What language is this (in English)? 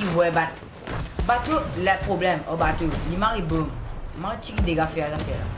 Morisyen